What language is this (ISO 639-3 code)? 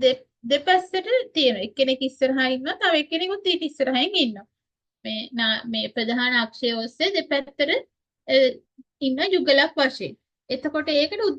sin